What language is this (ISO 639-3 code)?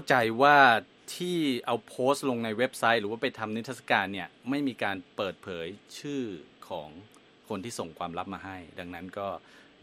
tha